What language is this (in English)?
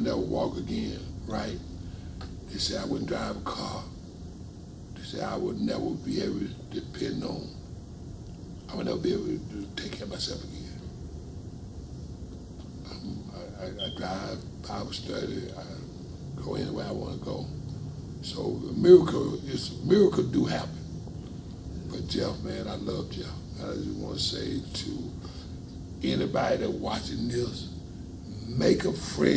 English